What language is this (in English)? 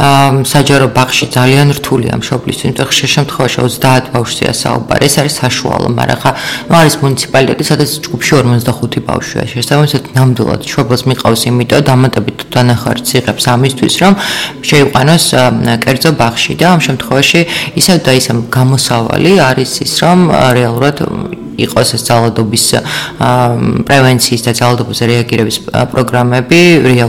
Georgian